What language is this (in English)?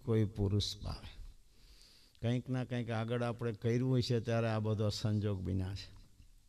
Gujarati